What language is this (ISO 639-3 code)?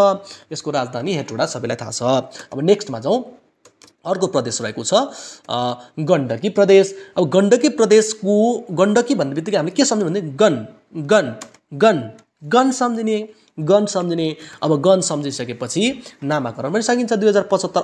nep